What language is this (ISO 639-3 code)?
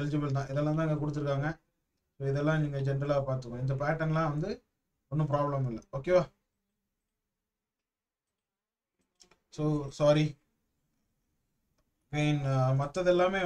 tam